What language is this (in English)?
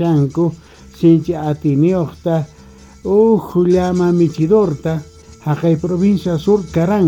Quechua